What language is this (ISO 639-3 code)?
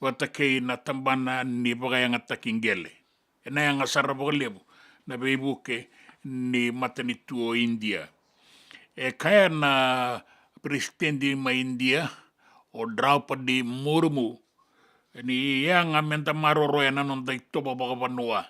fij